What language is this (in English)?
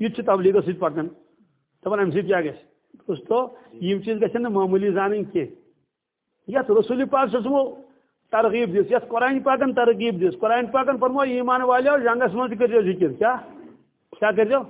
Kashmiri